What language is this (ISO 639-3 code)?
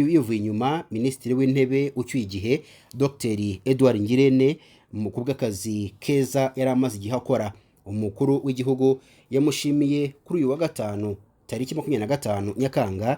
kin